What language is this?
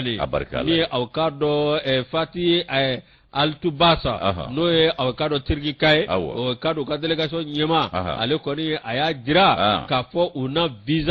Bambara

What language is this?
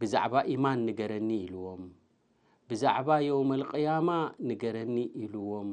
Tigrinya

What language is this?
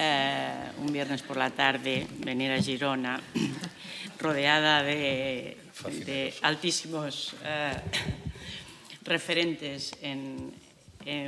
Spanish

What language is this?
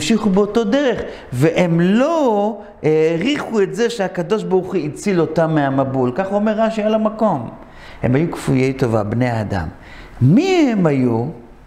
Hebrew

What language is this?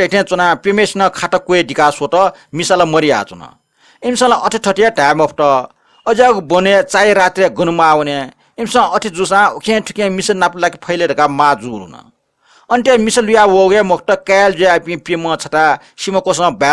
Newari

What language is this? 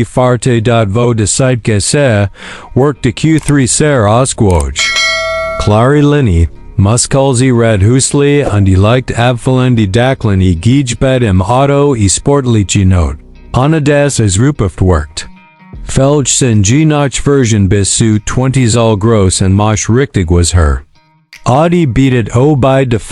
Swiss German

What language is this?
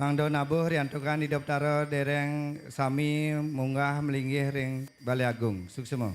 Balinese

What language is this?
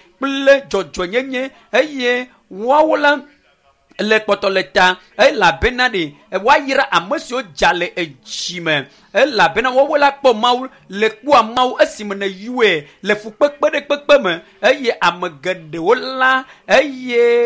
Ewe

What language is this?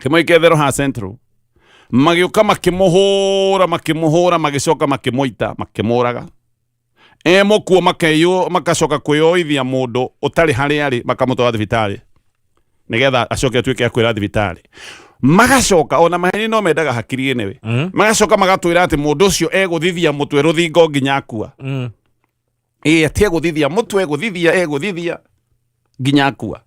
Kikuyu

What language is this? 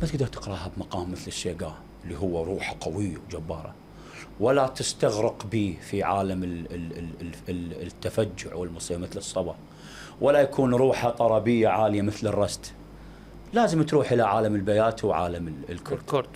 Mesopotamian Arabic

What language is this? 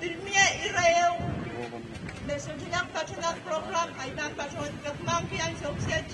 Pohnpeian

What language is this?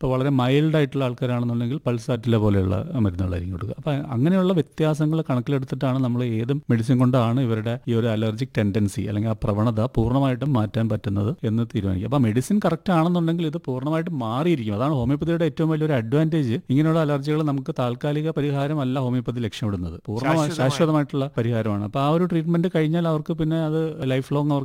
Malayalam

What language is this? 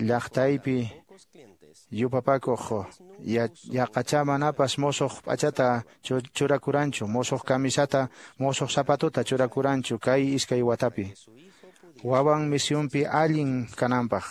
Quechua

